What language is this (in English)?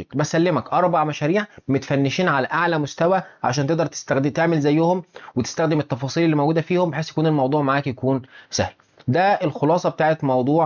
Egyptian Arabic